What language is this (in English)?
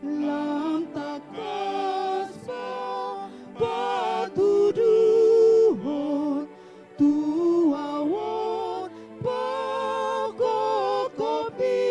Batak Toba